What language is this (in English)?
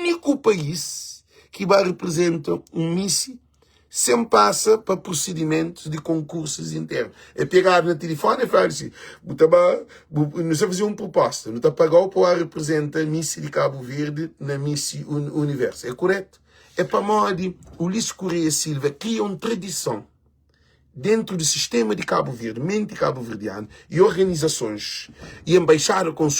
Kabuverdianu